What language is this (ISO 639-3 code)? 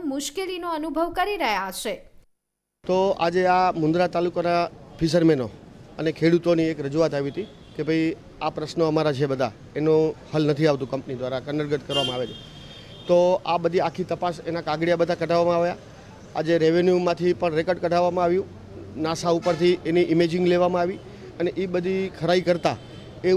guj